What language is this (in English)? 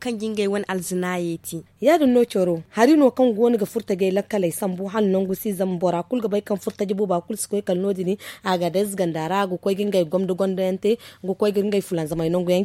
Zarma